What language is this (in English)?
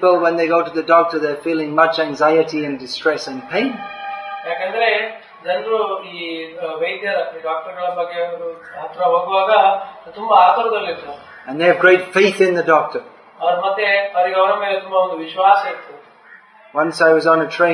Kannada